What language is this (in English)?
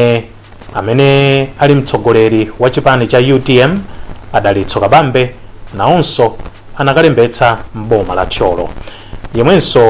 Nyanja